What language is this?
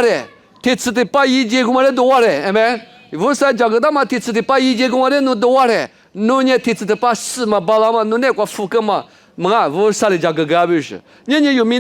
Lisu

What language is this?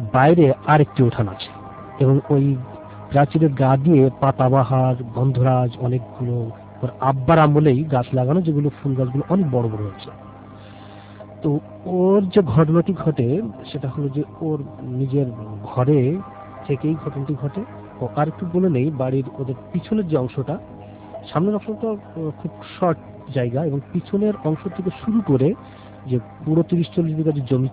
Bangla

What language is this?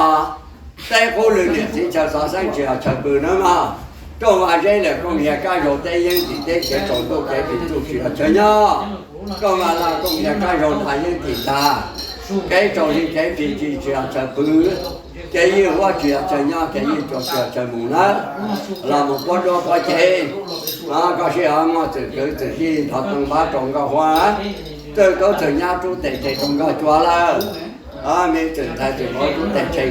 Hmong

